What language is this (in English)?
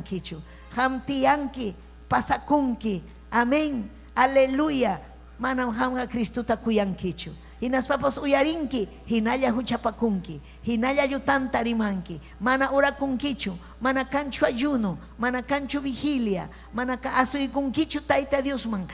Ayacucho Quechua